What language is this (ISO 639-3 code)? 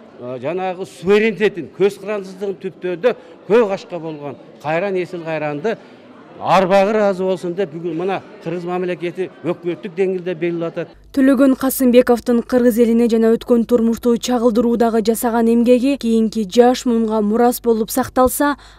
kir